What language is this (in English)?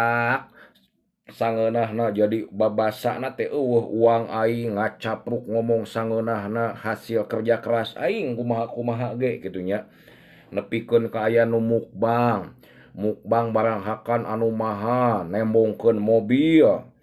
Sundanese